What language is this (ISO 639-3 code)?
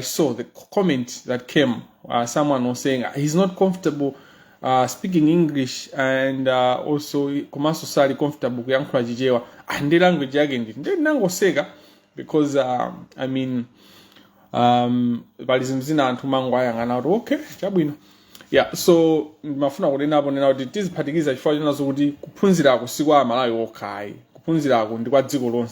nya